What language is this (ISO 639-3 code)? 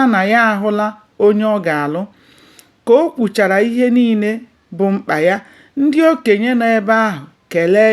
ibo